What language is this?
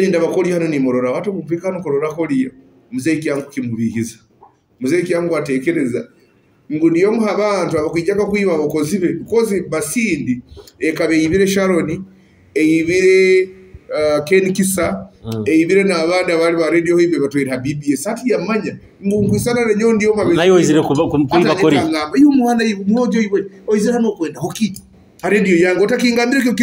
Nyoro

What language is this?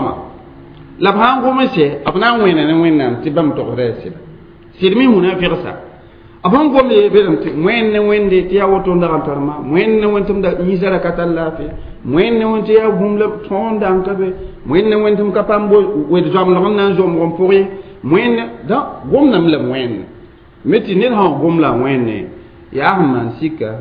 Mossi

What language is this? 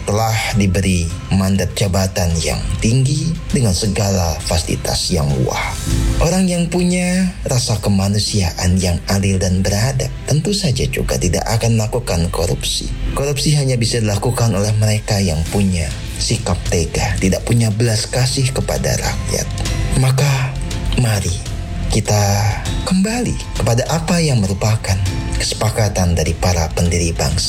Indonesian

